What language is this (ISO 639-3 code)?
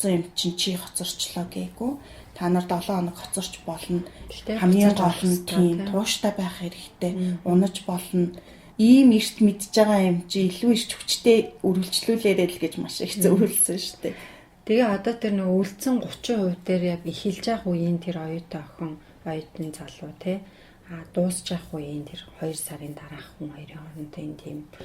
mon